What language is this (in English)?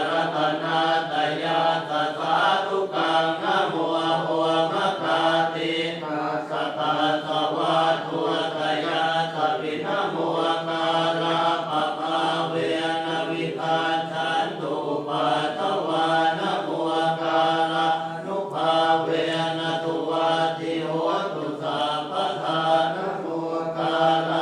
Pali